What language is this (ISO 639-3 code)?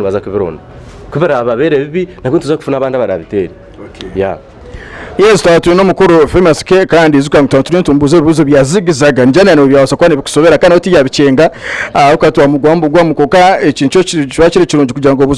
nyn